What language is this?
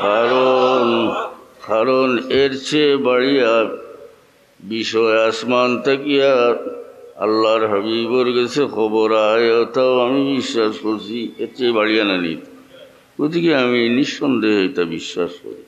Sylheti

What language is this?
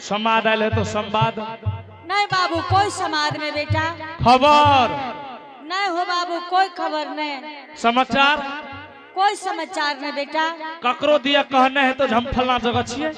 Angika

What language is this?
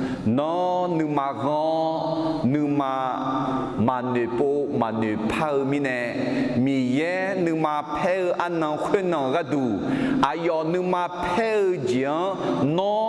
Akha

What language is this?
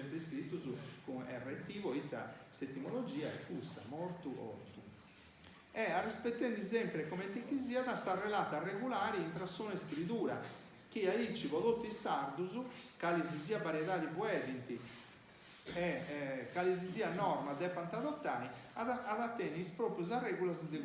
Sardinian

